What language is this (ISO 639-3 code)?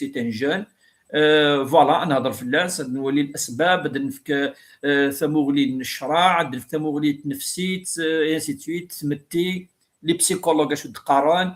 kab